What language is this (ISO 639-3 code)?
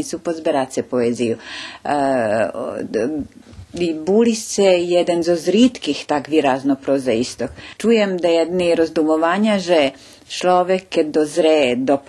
rue